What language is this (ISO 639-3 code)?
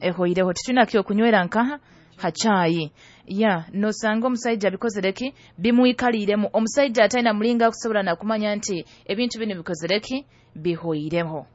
nyo